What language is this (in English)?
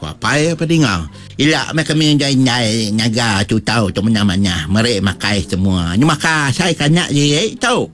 Iban